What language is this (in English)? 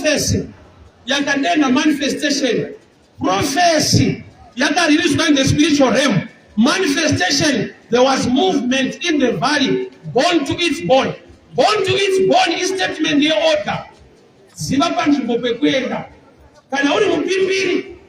Shona